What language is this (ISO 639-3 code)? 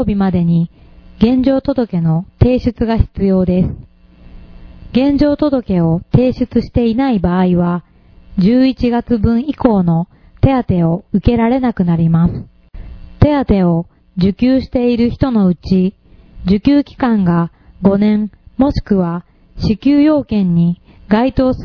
jpn